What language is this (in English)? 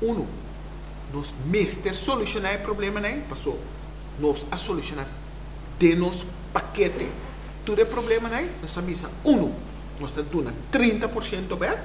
Papiamento